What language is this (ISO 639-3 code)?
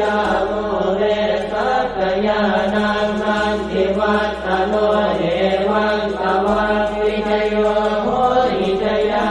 pli